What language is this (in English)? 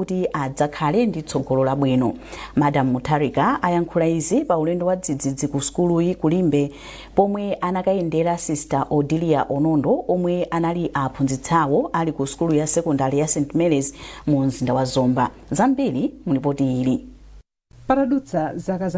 Nyanja